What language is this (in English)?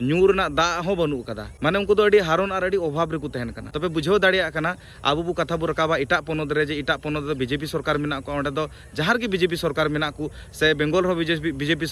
Santali